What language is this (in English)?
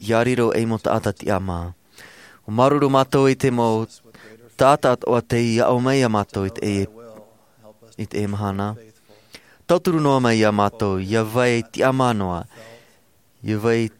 Tahitian